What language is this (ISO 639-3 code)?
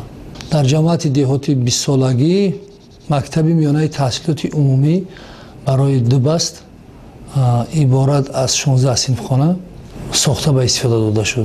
tgk